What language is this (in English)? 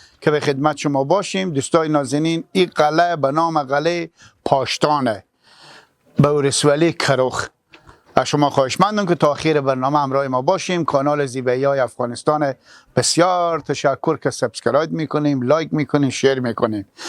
Persian